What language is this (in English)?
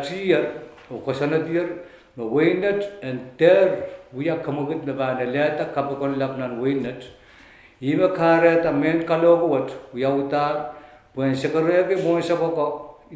Pohnpeian